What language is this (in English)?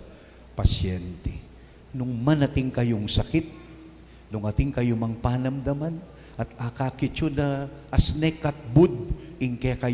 Pampanga